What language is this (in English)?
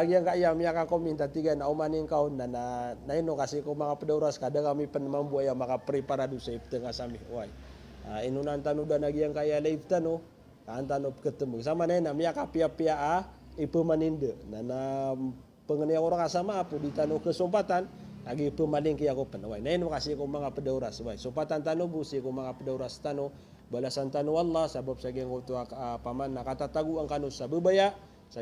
Maranao